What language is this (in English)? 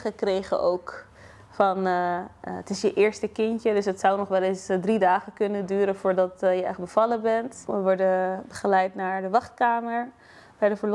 Dutch